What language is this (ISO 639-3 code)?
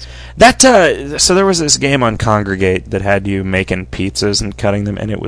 eng